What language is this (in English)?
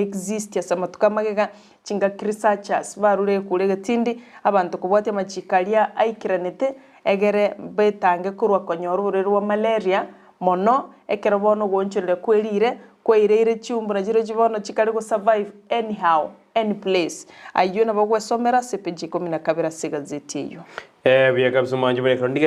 Gusii